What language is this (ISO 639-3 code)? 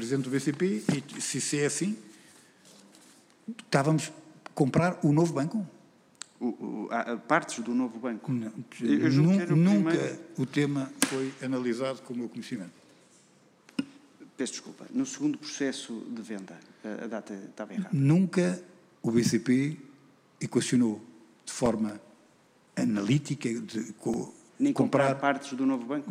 por